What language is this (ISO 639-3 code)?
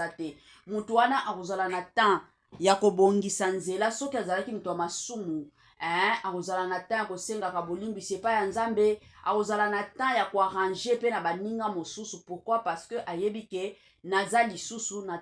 lin